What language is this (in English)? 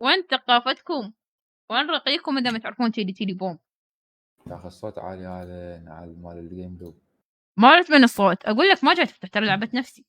Mesopotamian Arabic